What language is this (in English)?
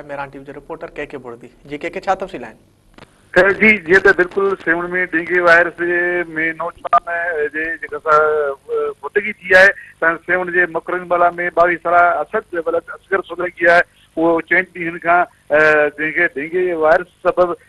Sindhi